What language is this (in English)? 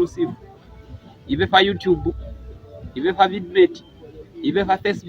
Lozi